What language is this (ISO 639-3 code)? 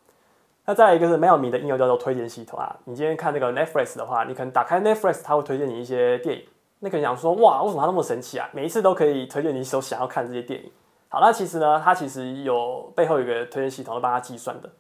zho